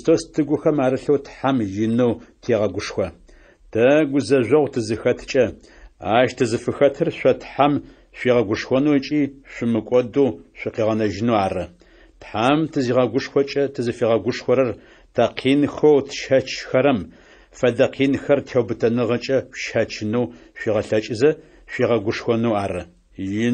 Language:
Adyghe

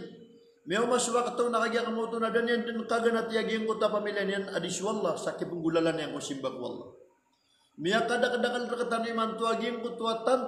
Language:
Maranao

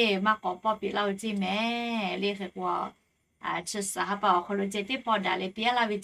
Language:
Lahu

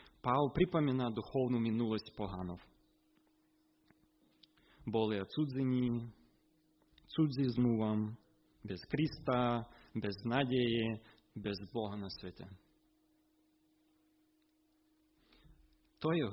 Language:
Slovak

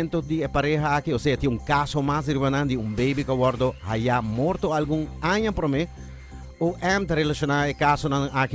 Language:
Papiamento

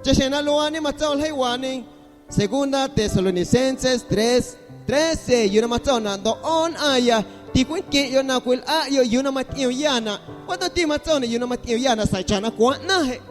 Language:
Guerrero Amuzgo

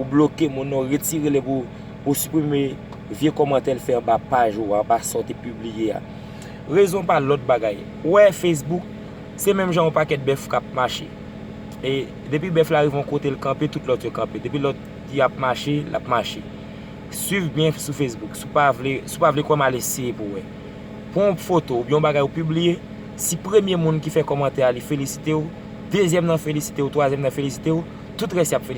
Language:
Haitian Creole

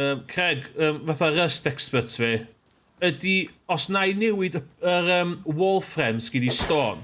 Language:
Welsh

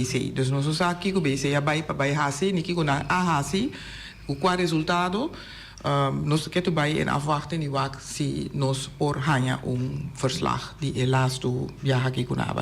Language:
Papiamento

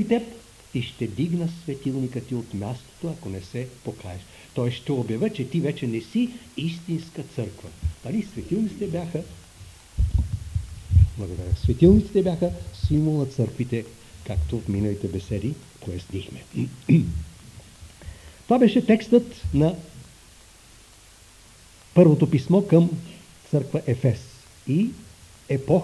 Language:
Bulgarian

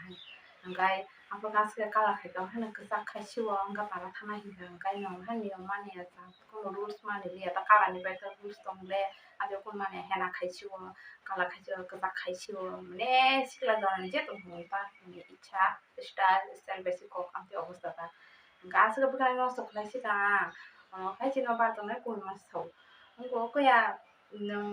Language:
Kok Borok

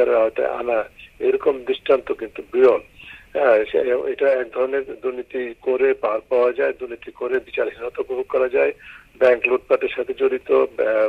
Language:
Bangla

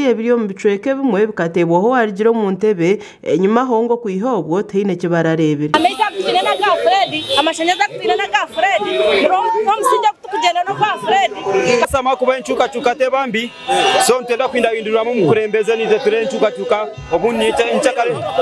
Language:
Nyankole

